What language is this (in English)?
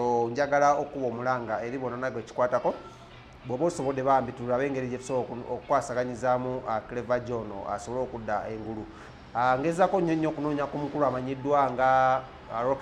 Ganda